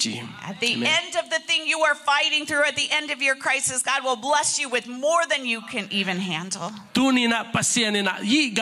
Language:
Tedim Chin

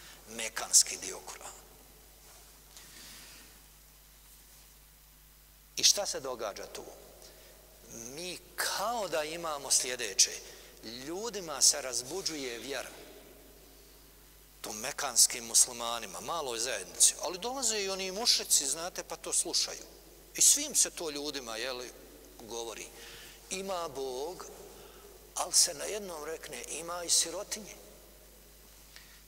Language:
Bosnian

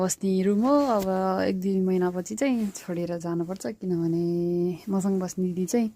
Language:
Nepali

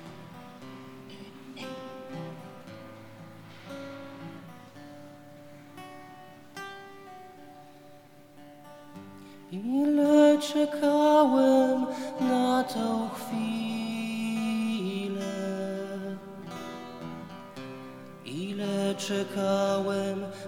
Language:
Polish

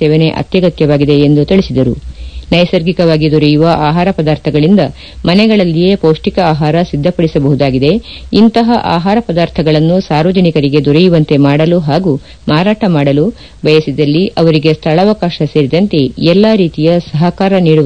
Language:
Kannada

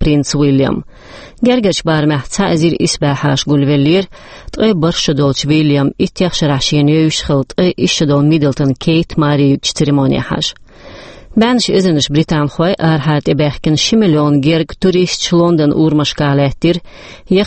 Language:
Chechen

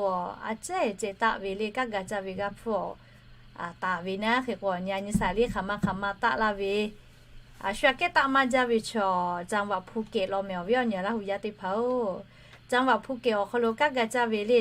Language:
Lahu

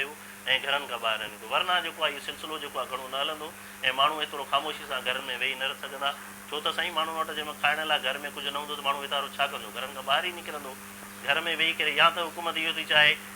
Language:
Sindhi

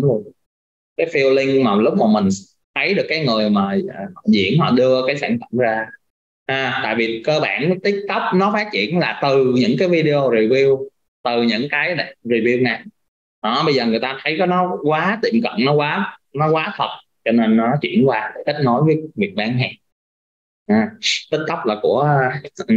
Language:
Vietnamese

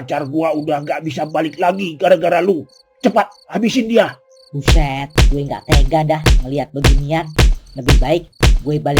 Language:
Betawi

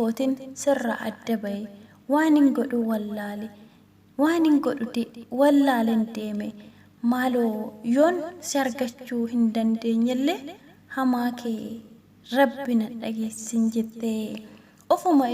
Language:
Oromo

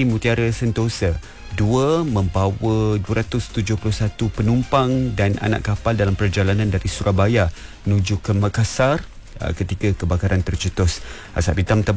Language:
Malay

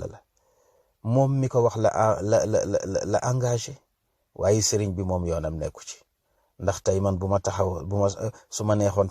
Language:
Wolof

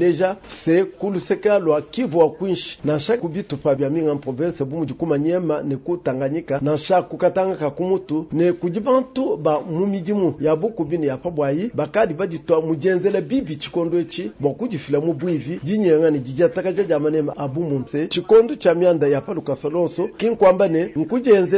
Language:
Luba-Lulua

